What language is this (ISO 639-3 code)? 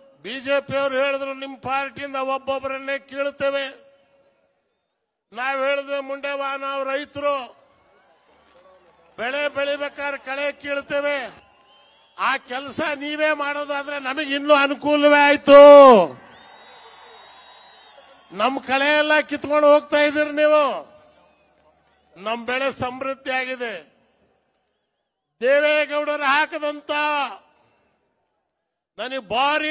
kan